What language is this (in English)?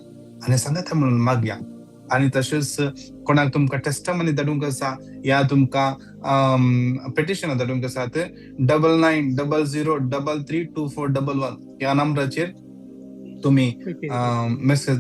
Konkani